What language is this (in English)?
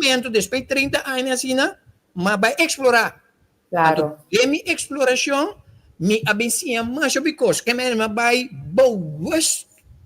Papiamento